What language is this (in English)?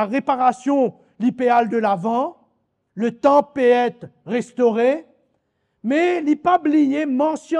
Morisyen